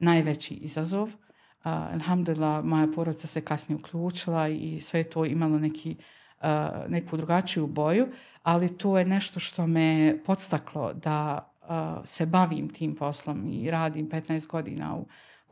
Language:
Bosnian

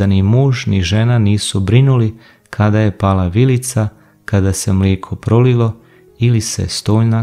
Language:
Croatian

